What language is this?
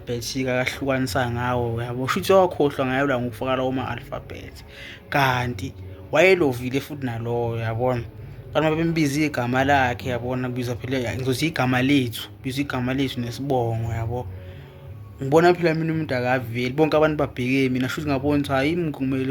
Zulu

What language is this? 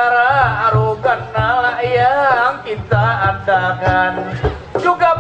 Banjar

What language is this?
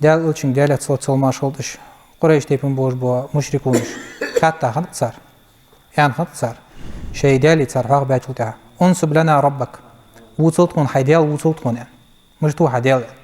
Ingush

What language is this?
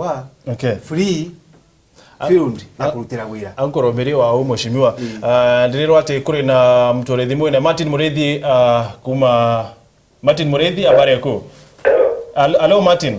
Meru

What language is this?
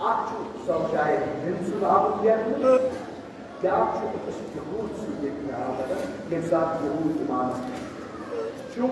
Kashmiri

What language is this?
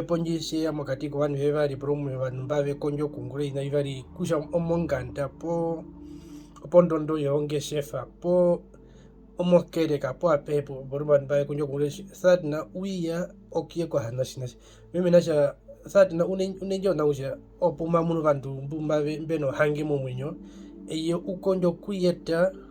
Herero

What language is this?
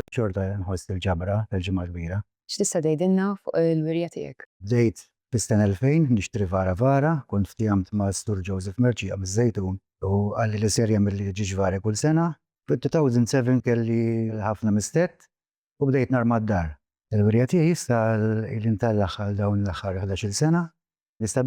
Maltese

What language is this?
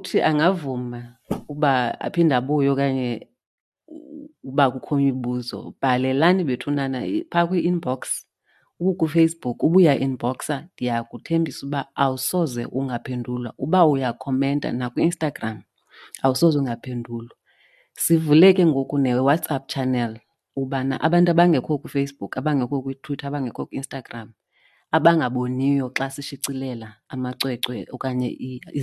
Xhosa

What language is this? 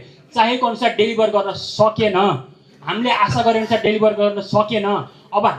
Nepali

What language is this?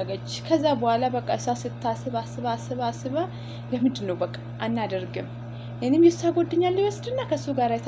Amharic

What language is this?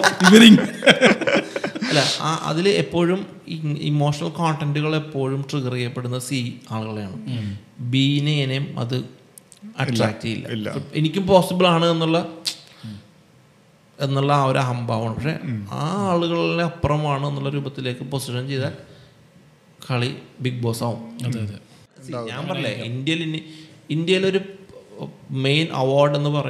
Malayalam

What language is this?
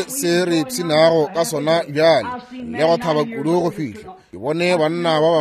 Northern Sotho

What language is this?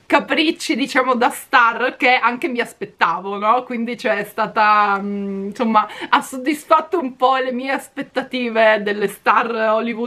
Italian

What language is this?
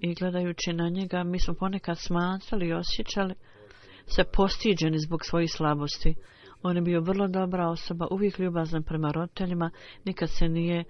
Bosnian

